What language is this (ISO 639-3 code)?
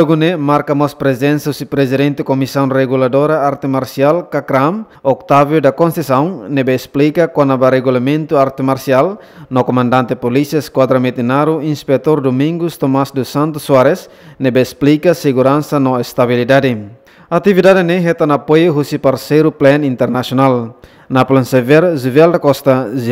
tet